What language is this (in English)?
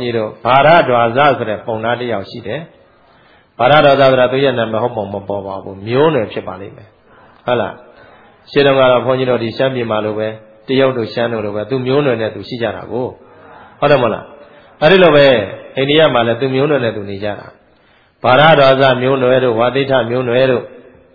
Burmese